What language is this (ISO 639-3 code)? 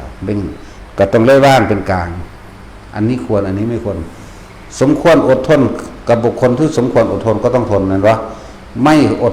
tts